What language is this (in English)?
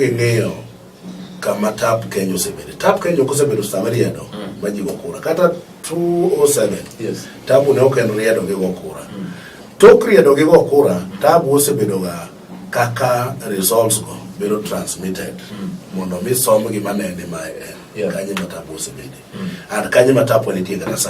Luo (Kenya and Tanzania)